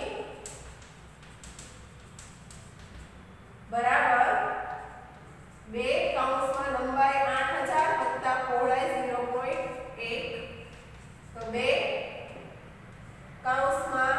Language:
Gujarati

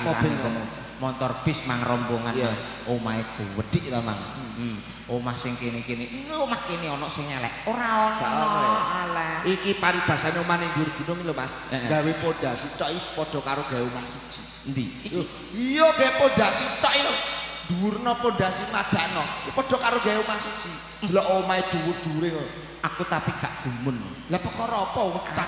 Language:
Javanese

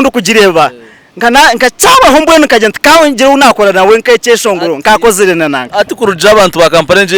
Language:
Nyankole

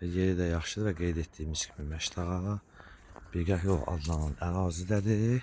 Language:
Azerbaijani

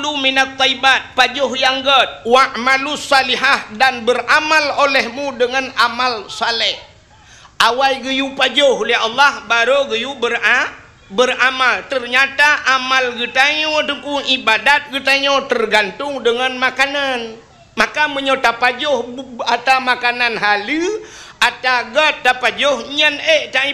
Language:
Achinese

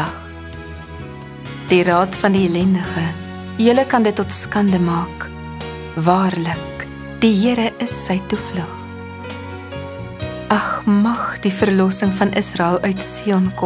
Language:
Afrikaans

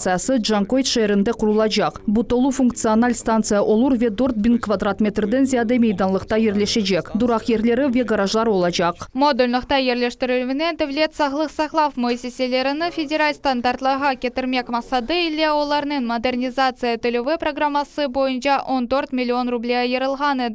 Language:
Crimean Tatar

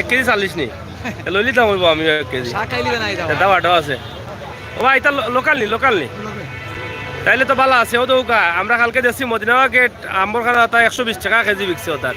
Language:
Sylheti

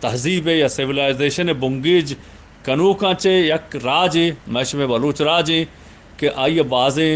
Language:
Eastern Balochi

